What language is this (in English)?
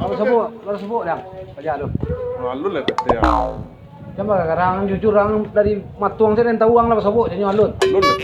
Minangkabau